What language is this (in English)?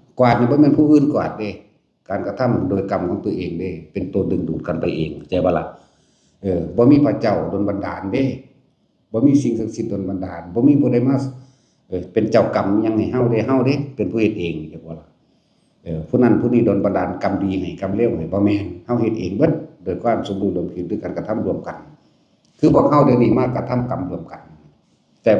Northeastern Thai